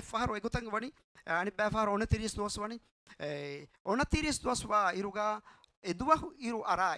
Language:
Divehi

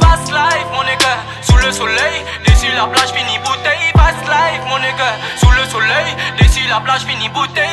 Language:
Réunion Creole French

